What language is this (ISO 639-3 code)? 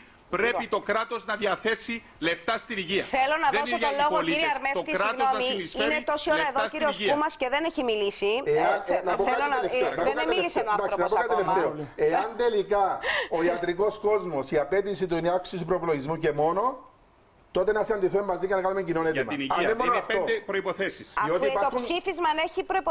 ell